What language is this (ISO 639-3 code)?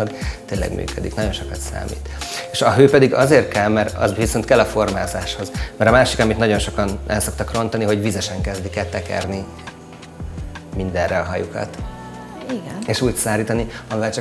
hun